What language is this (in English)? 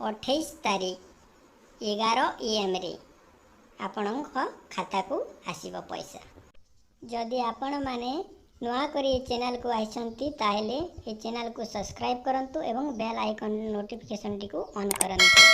Odia